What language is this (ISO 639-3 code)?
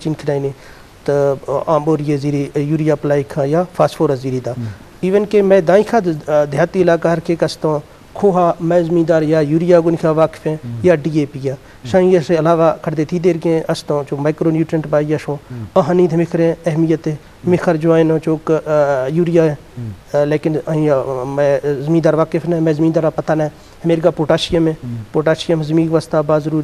bgp